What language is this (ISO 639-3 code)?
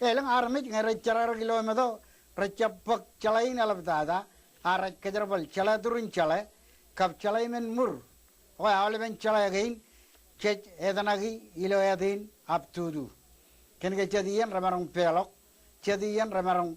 mah